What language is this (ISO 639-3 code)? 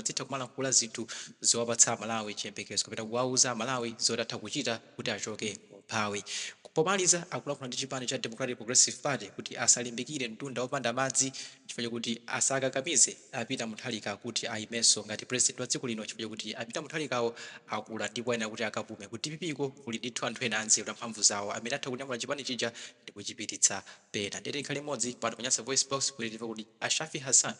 nya